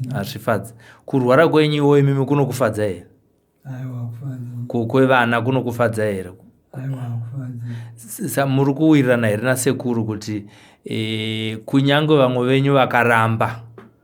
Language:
Shona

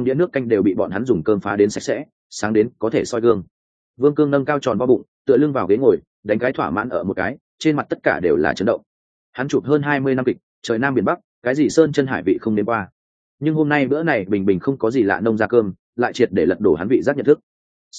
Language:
Vietnamese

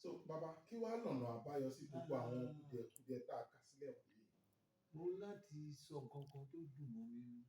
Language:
Yoruba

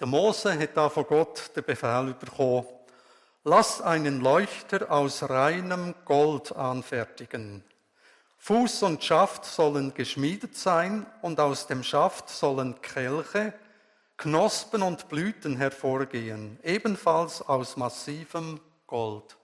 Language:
Swiss German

